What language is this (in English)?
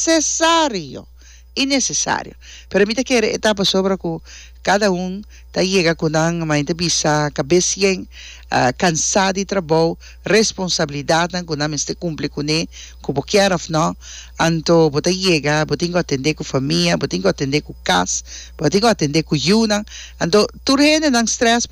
Papiamento